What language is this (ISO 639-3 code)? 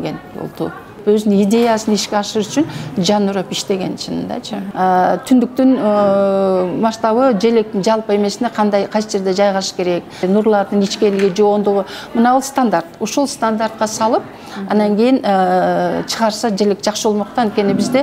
kir